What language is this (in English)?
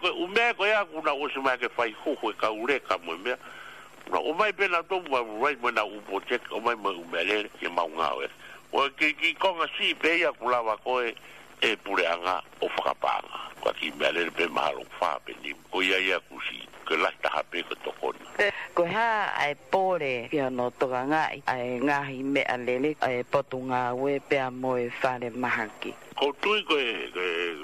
Tongan